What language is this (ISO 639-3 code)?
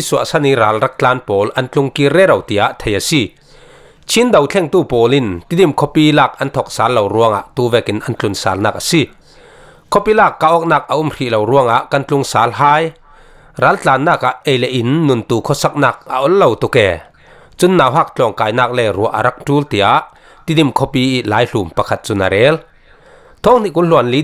cfm